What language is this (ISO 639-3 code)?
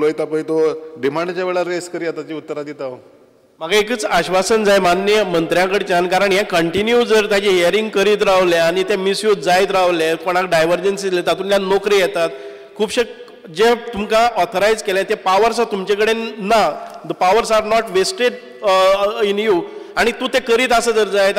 kok